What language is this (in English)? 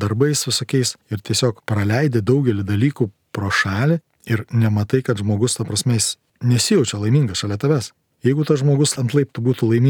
Lithuanian